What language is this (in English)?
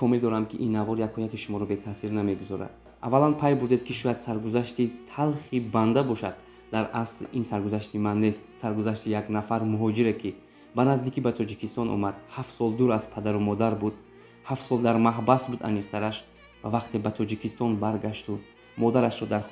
Tajik